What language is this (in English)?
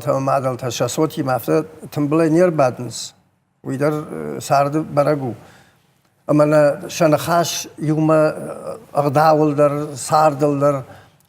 Ossetic